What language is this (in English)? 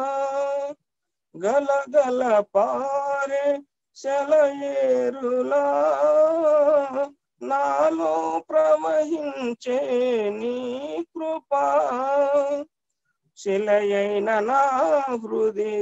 Telugu